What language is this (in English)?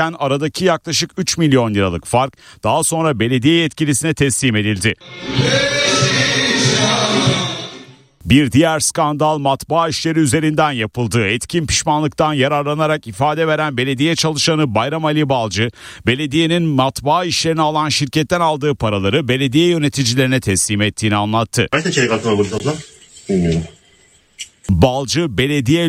Turkish